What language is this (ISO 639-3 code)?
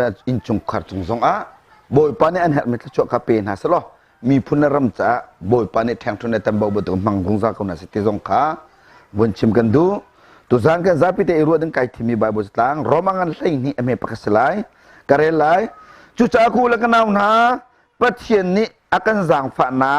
cnh